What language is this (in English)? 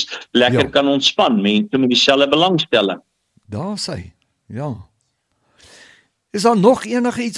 Afrikaans